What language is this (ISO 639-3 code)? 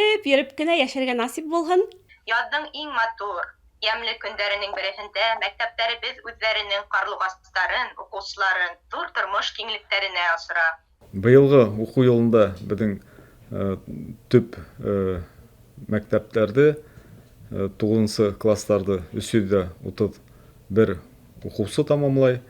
bak